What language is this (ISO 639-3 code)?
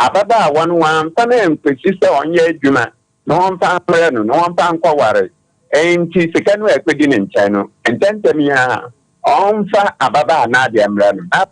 aka